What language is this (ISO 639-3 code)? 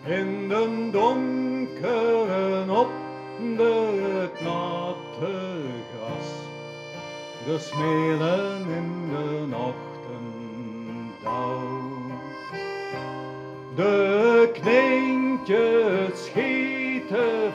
nld